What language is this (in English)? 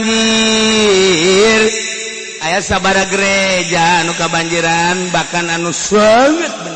Sundanese